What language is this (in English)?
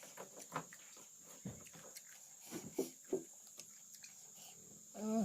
Northeastern Thai